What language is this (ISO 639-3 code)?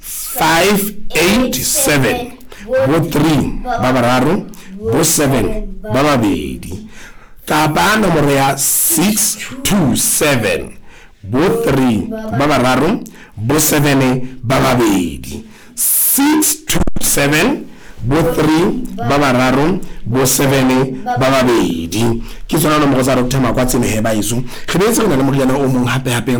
sot